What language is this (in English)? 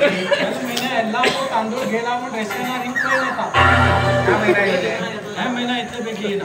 Konkani